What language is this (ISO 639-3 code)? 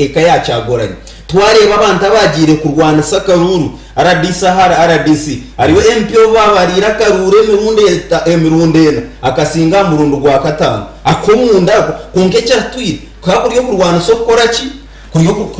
nyn